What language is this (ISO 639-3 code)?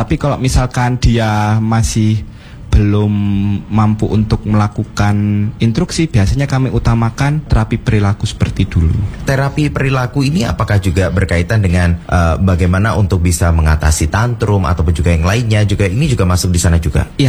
ind